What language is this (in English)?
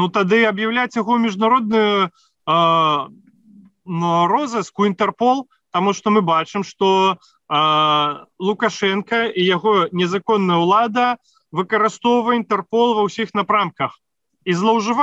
Belarusian